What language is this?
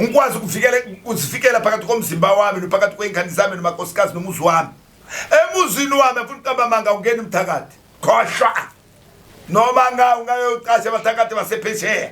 Zulu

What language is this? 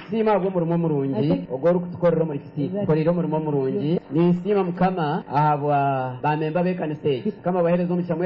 Nyoro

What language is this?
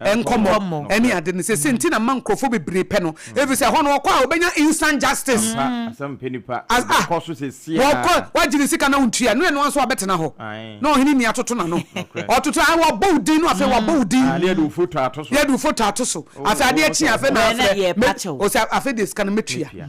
Akan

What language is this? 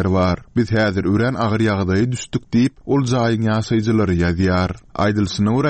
Turkmen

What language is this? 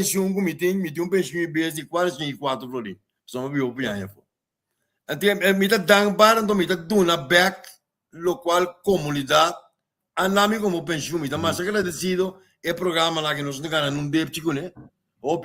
Papiamento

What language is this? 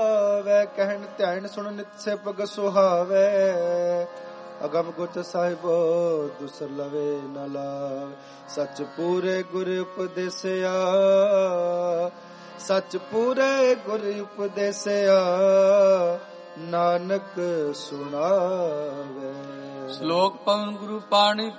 Punjabi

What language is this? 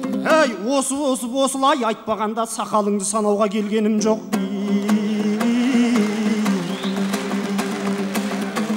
Kazakh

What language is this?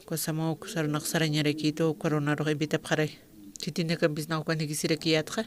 Aymara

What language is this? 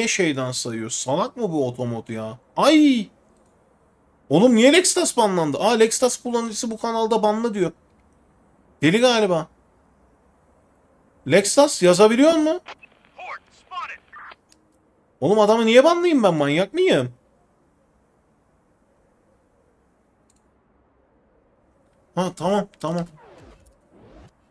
Turkish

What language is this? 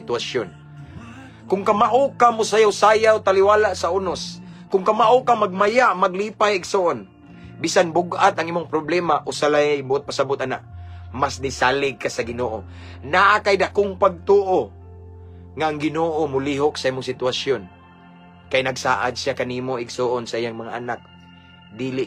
Cebuano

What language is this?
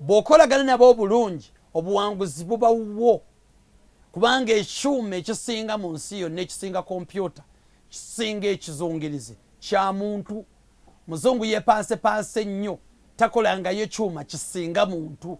Ganda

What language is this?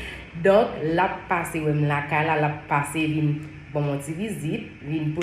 Haitian Creole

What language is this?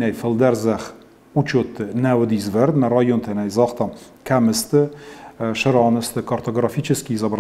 Ossetic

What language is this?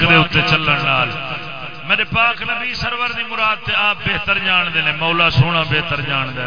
Saraiki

